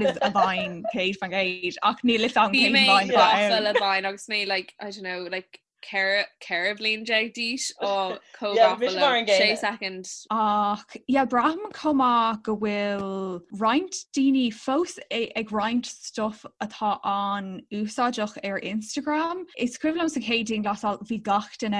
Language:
Irish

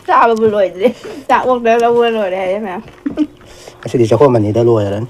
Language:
Manipuri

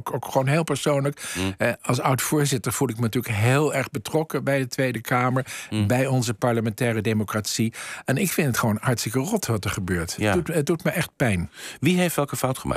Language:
Dutch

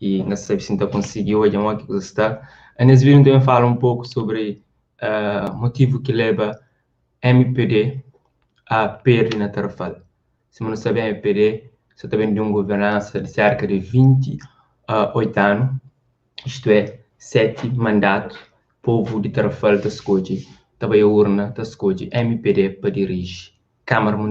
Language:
Kabuverdianu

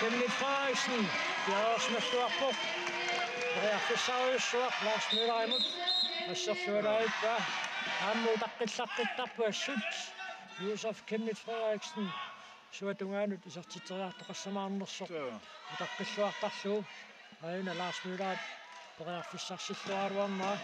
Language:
Kalaallisut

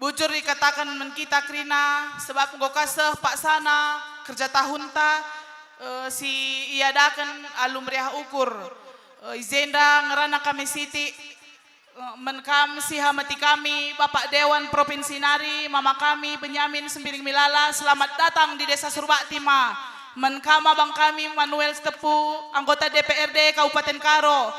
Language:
Batak Karo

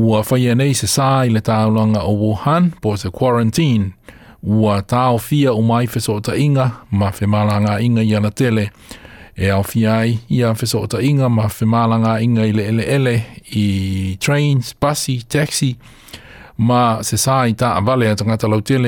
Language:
Samoan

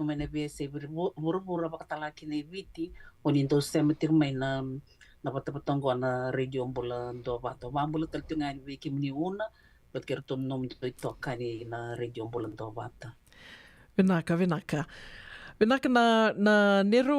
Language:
Fijian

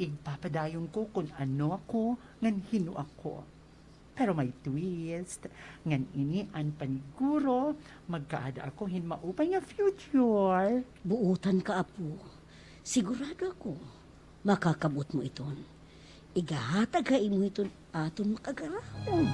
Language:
Waray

